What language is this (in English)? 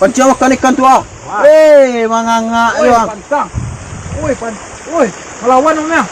Minangkabau